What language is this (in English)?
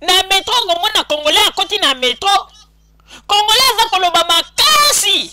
Lingala